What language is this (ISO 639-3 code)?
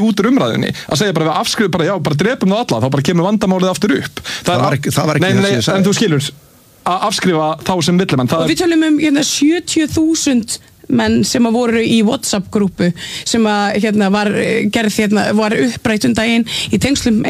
isl